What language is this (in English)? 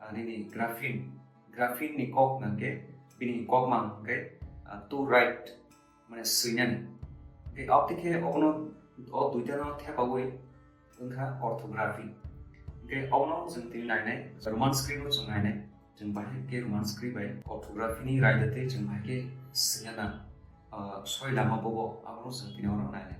Kok Borok